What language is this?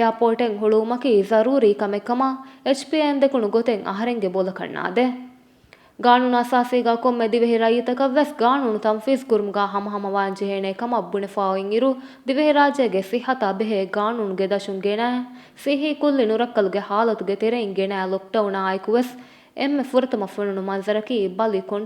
Divehi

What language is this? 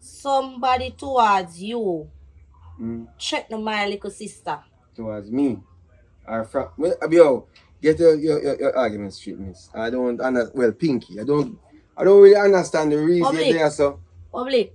Jamaican Creole English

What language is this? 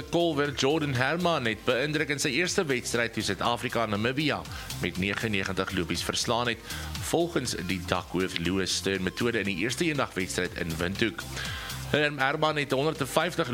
Afrikaans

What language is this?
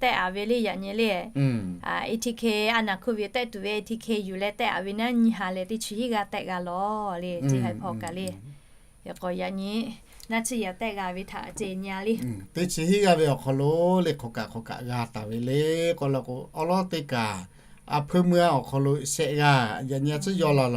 Lahu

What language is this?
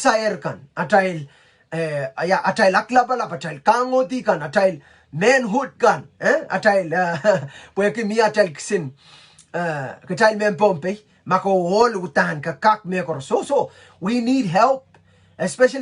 Pohnpeian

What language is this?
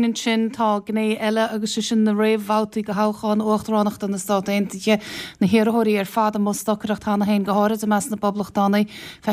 Irish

